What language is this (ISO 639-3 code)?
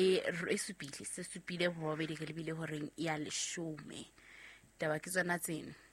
sot